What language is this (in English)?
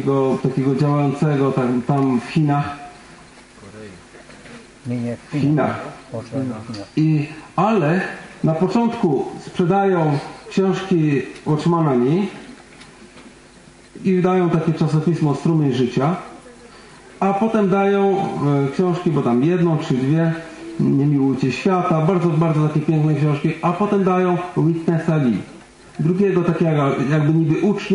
Polish